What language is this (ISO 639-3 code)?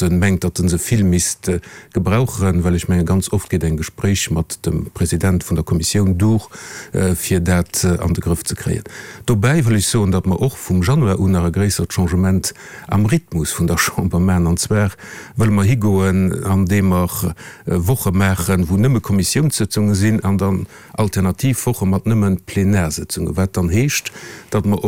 ltz